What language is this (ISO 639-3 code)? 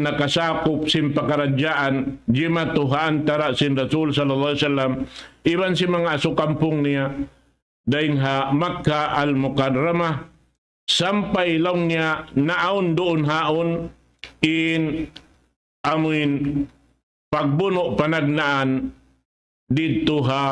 tsg